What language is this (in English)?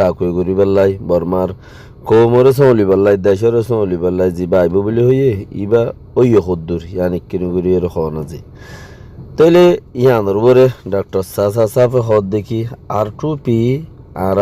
Rohingya